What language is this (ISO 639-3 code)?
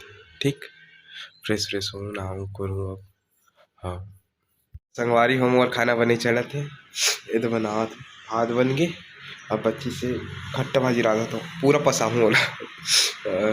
hne